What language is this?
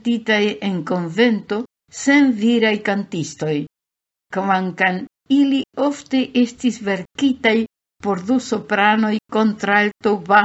Esperanto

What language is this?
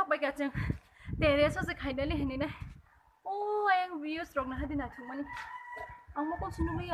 Kok Borok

